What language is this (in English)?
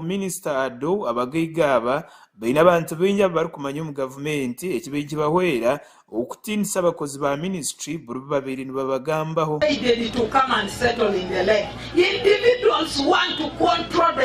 Nyankole